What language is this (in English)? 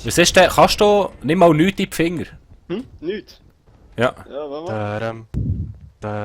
Swiss German